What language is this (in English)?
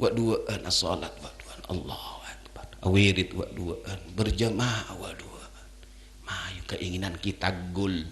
Madurese